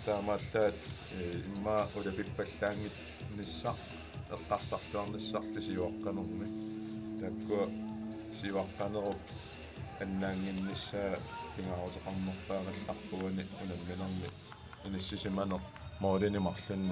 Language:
Kalaallisut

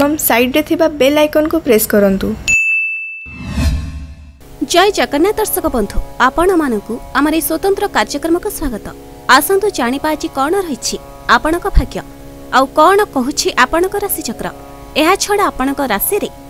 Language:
Odia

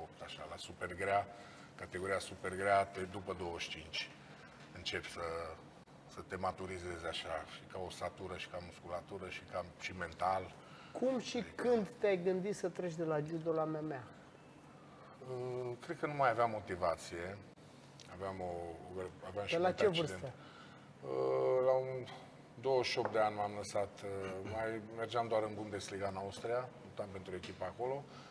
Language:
Romanian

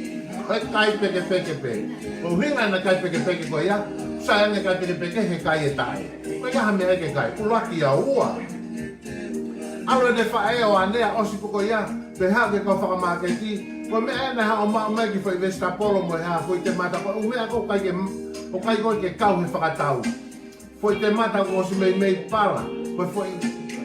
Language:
Tongan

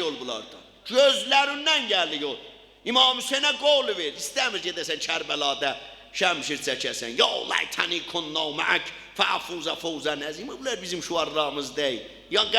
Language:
South Azerbaijani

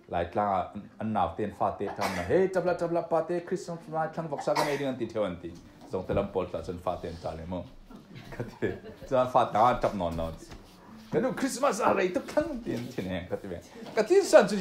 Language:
Falam Chin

